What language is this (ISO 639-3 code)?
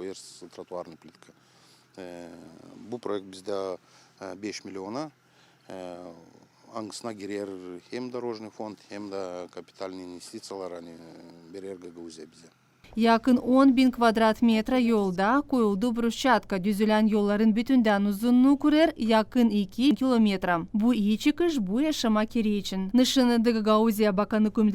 gag